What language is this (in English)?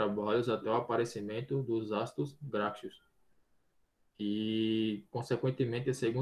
Portuguese